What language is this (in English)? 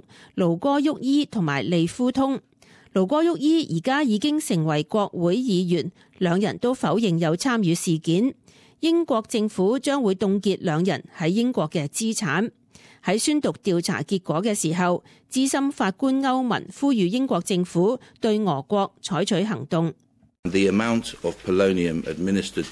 Cantonese